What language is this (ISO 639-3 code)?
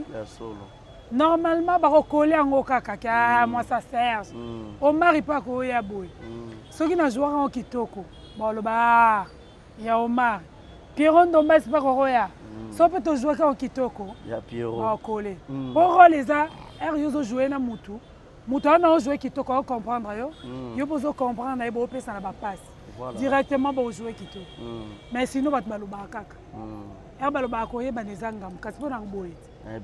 lin